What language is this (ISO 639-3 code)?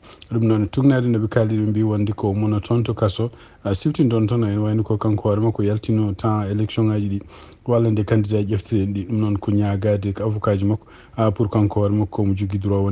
ful